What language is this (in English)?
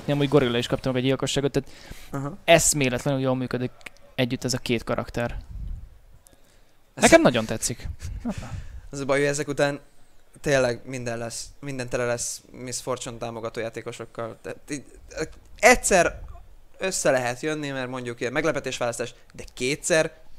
Hungarian